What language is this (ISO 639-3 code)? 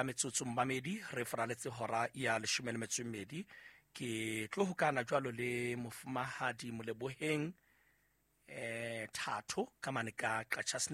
sot